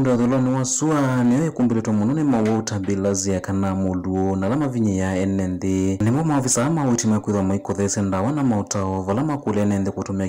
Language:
Kamba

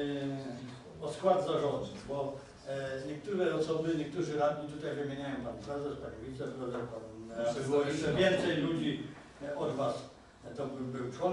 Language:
Polish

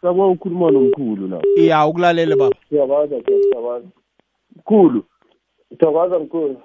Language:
South Ndebele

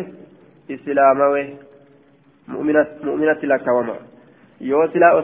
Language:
Arabic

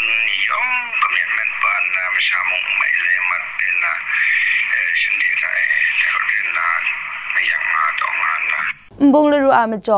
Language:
Kachin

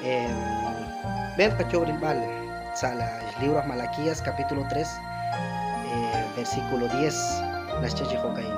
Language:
Kekchí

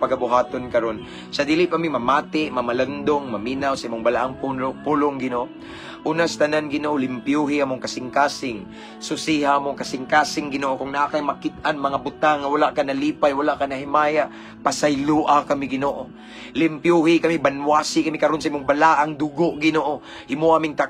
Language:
Cebuano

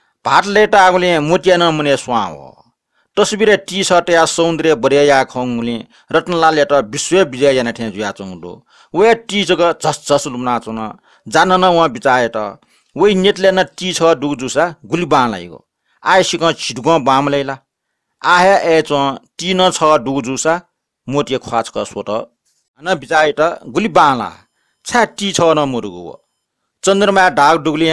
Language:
Newari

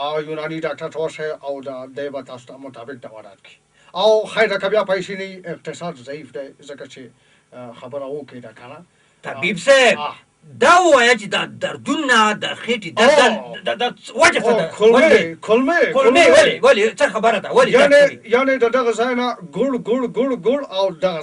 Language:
Pashto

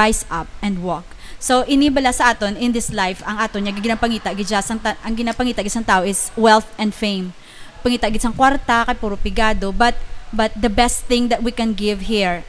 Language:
Hiligaynon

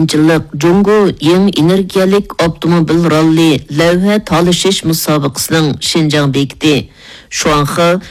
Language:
Uyghur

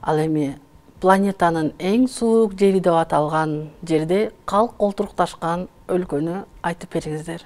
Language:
Kyrgyz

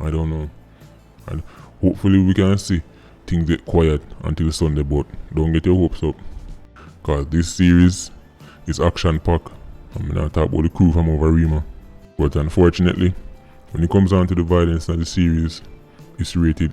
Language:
Jamaican Creole English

